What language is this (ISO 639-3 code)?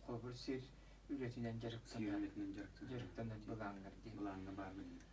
sah